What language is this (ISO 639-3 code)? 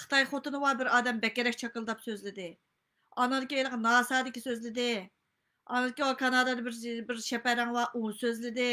uig